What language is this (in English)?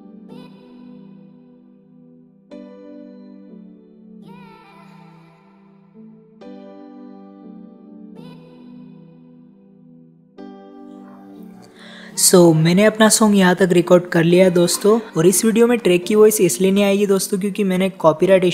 Hindi